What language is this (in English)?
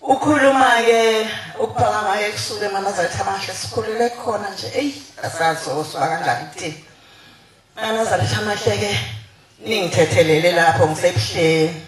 Zulu